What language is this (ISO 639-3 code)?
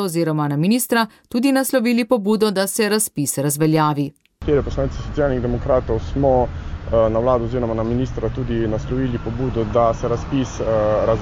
slv